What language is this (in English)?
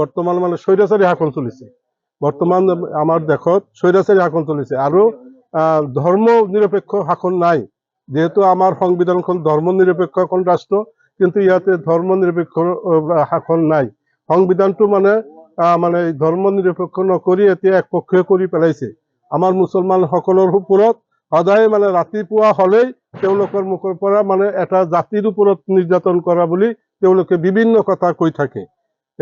Assamese